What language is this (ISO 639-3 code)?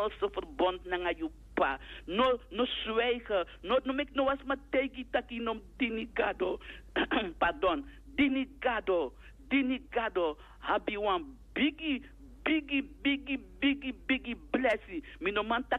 srn